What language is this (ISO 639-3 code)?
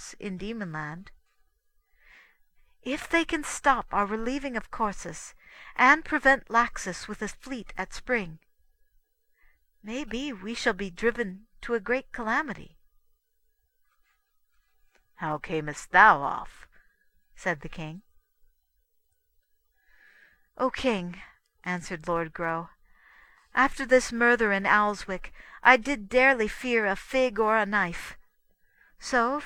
eng